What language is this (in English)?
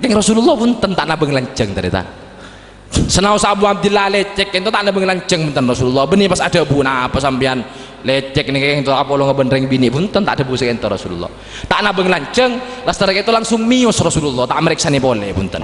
Madurese